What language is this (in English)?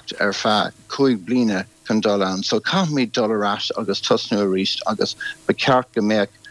Irish